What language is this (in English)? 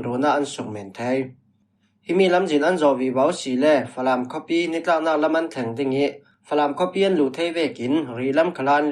Falam Chin